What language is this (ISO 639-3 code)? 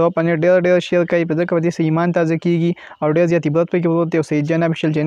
pus